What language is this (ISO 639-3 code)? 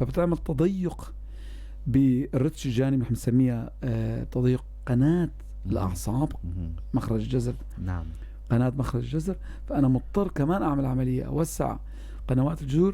apc